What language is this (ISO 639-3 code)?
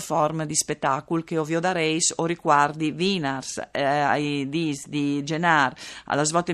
fur